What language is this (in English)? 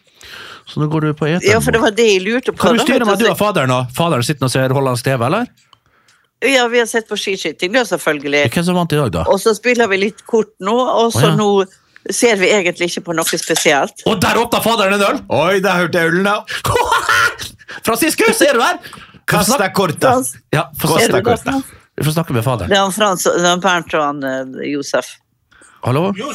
Norwegian